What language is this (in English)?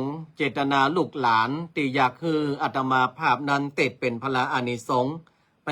Northern Thai